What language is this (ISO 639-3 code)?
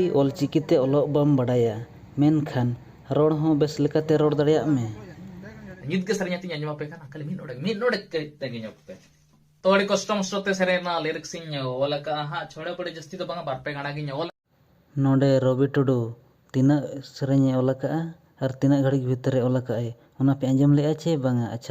sat